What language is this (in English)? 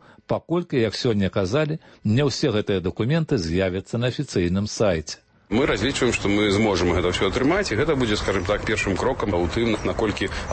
Belarusian